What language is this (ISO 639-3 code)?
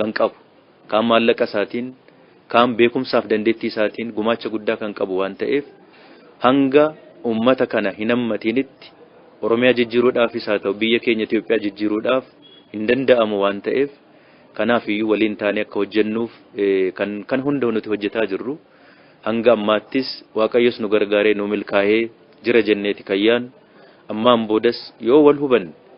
orm